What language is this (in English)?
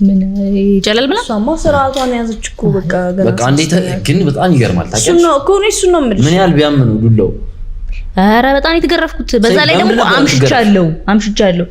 Amharic